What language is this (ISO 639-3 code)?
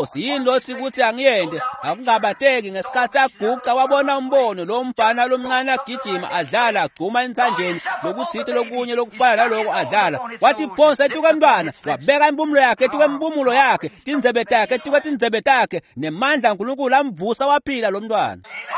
ssw